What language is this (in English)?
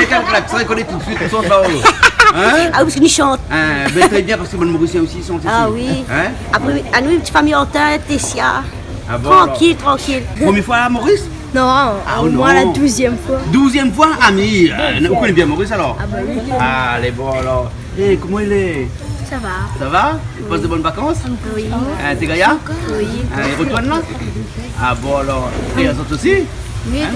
Réunion Creole French